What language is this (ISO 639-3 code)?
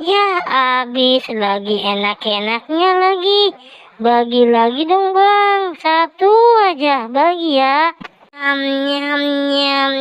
bew